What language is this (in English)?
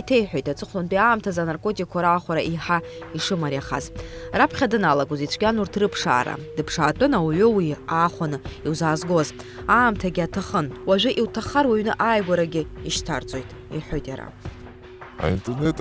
Abkhazian